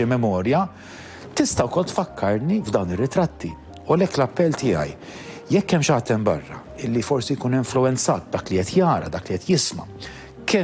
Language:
Maltese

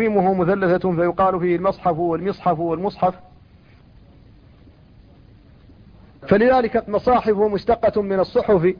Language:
Arabic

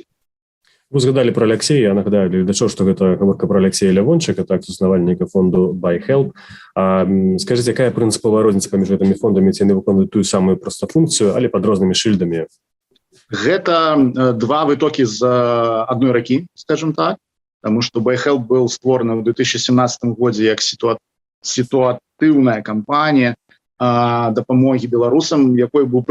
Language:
Belarusian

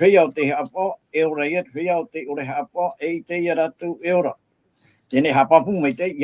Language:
Tahitian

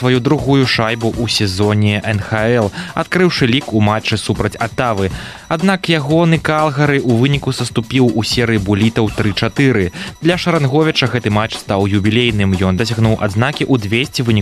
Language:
Belarusian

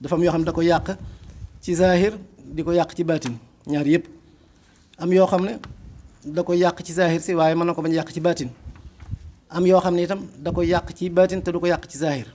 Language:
Wolof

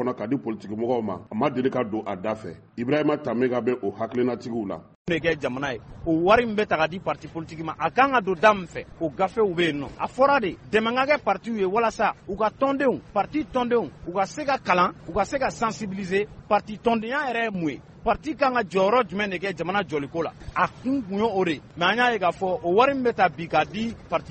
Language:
Bambara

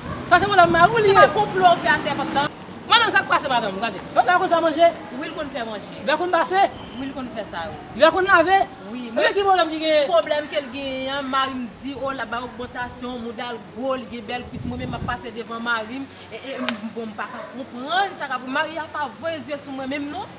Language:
Haitian Creole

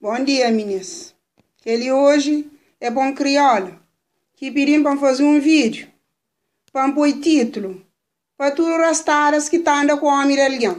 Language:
Kabuverdianu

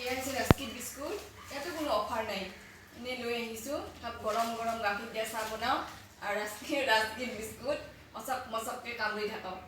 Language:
Assamese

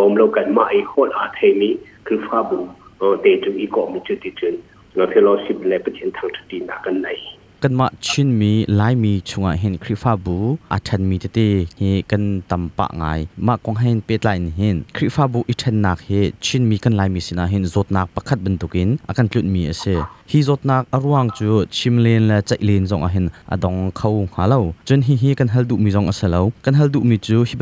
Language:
Hakha Chin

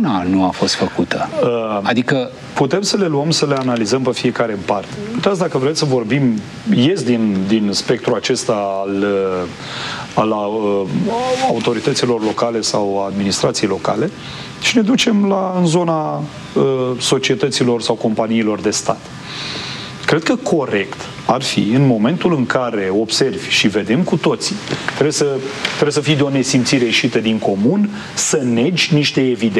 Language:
Romanian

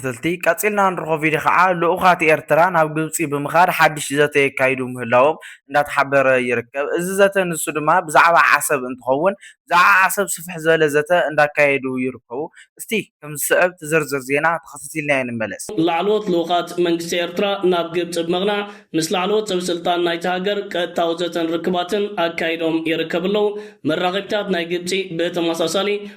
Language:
Tigrinya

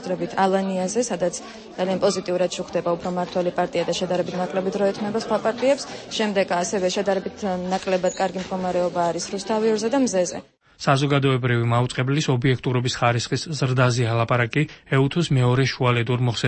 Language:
Georgian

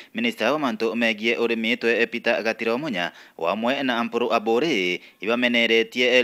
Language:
Meru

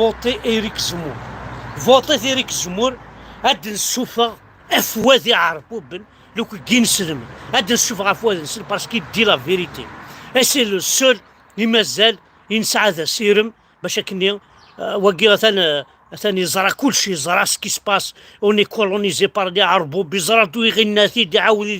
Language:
Kabyle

